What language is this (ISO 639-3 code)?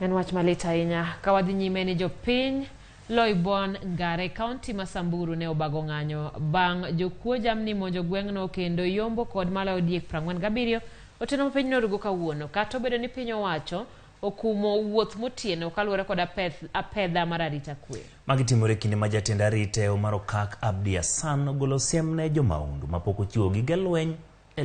luo